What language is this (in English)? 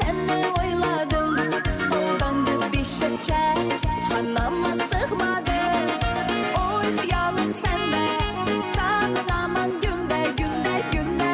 Kara-Kalpak